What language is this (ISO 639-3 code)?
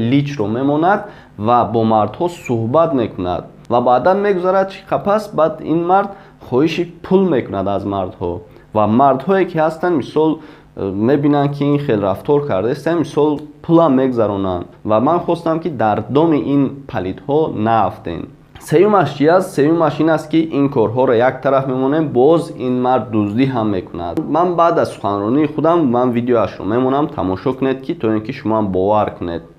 tgk